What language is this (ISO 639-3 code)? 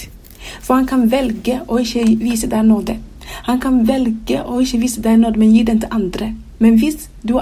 nor